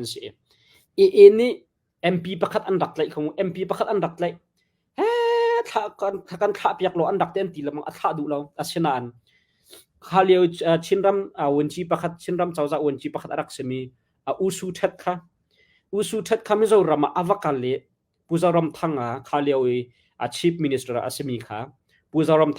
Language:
Hakha Chin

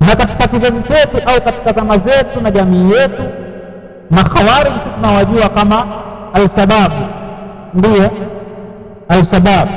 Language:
Swahili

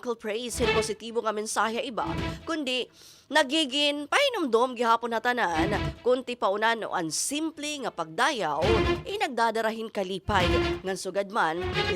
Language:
Waray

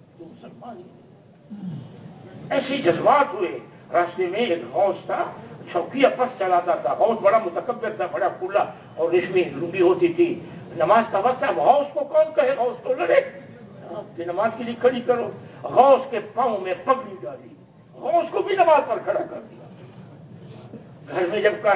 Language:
Urdu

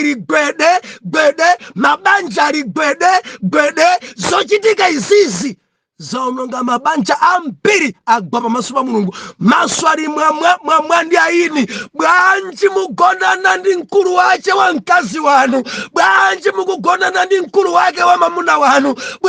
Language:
Nyanja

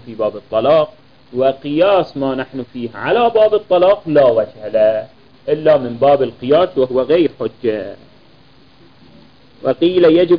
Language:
Arabic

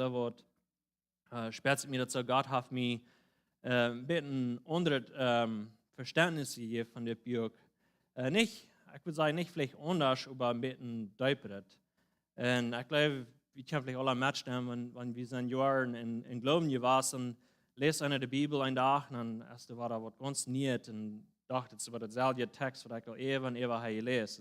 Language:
Plautdietsch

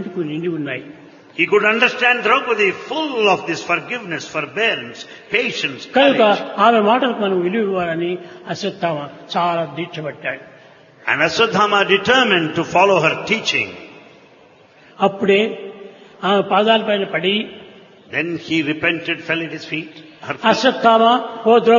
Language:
Telugu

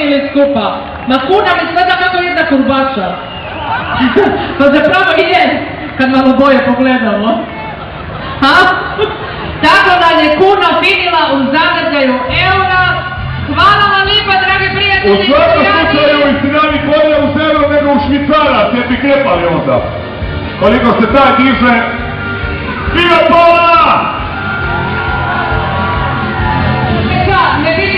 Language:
Croatian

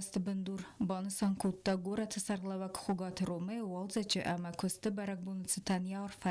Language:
Ossetic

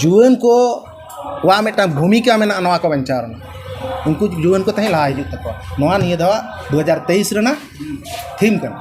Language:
Santali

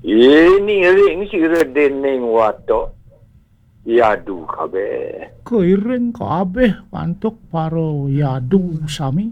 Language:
Balinese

